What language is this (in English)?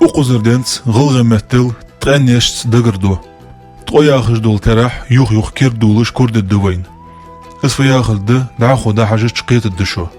Ingush